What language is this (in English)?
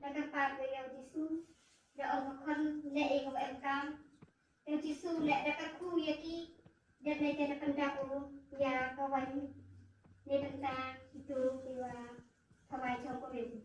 Khasi